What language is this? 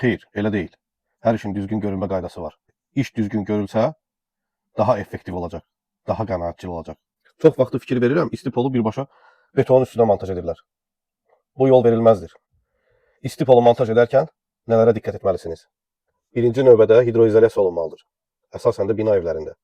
Azerbaijani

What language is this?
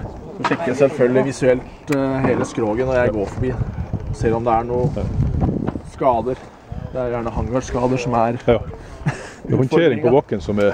Norwegian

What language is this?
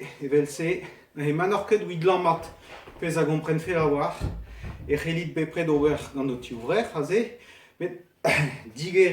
Breton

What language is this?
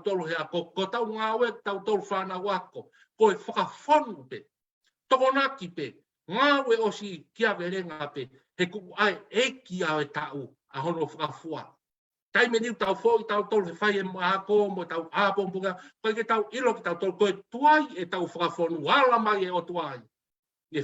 Tongan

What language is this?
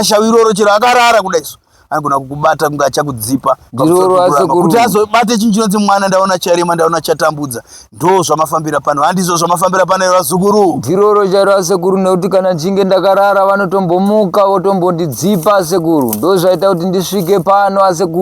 Shona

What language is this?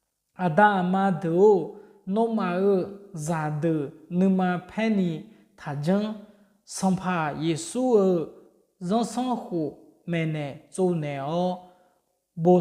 Akha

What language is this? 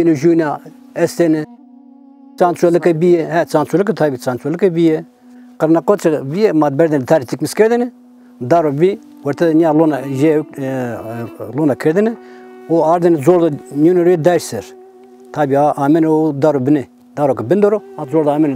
Zaza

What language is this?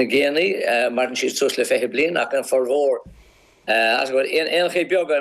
Irish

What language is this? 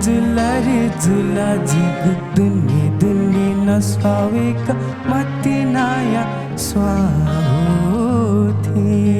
Newari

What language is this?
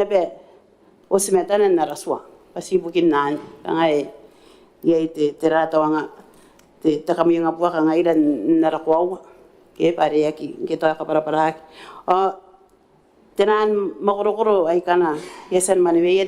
Gilbertese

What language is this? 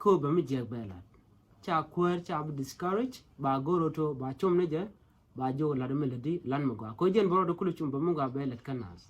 Nuer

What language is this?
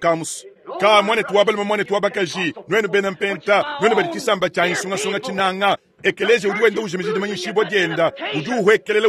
Luba-Lulua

